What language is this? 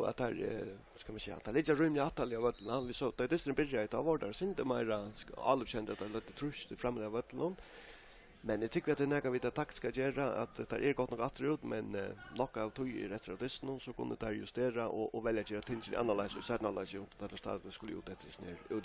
Faroese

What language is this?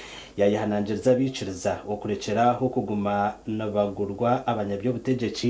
Nyankole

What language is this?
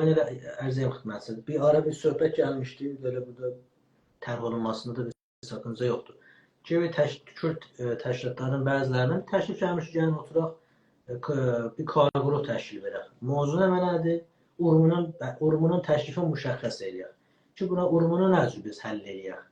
South Azerbaijani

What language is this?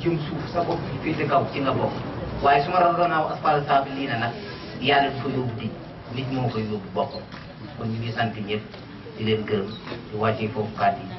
Wolof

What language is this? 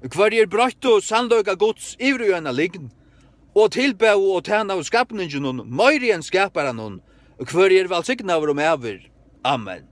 Faroese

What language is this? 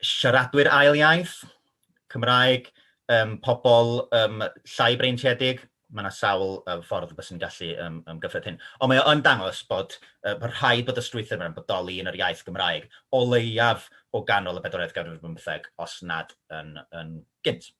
Welsh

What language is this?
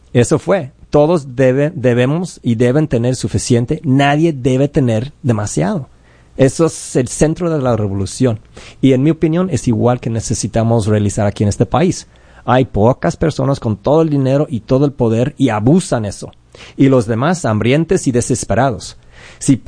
Spanish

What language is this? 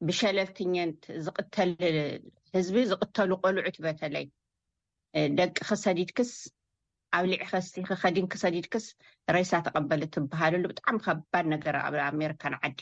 Tigrinya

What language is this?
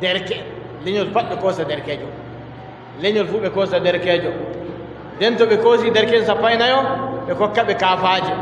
Adamawa Fulfulde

